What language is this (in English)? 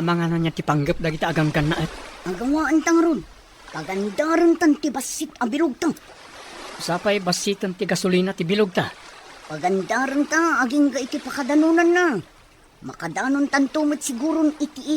Iloko